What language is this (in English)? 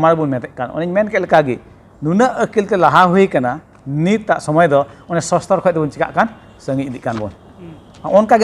Santali